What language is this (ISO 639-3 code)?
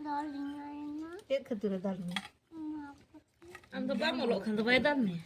sat